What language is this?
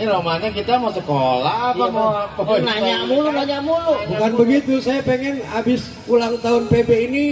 Betawi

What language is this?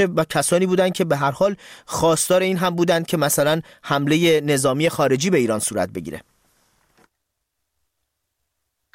Persian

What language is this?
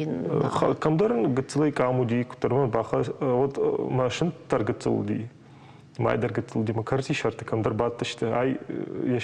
Ossetic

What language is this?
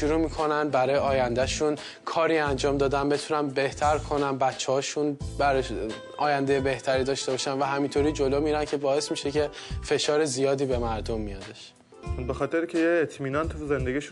Persian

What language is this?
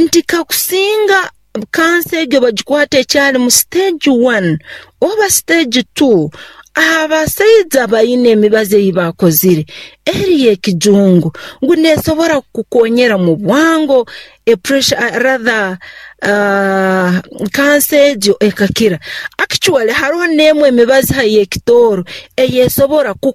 Nyoro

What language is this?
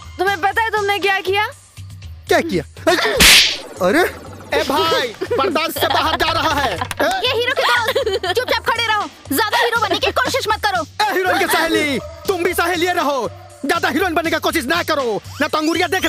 Bhojpuri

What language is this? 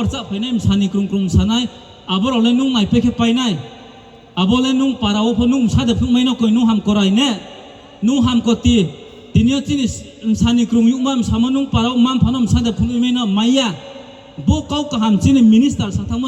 Riang (India)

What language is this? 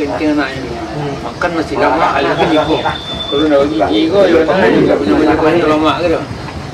Minangkabau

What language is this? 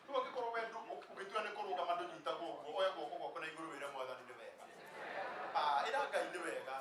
Kikuyu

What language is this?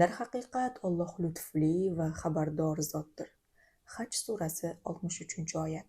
Uzbek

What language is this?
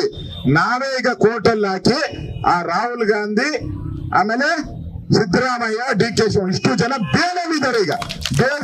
Kannada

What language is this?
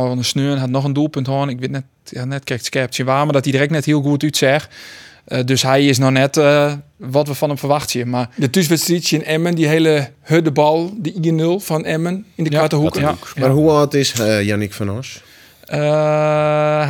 Western Frisian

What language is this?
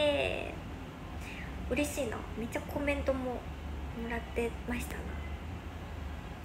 Japanese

